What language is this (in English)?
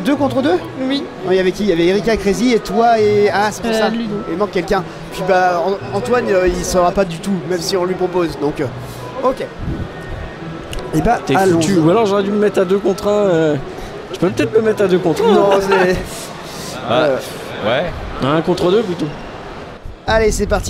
French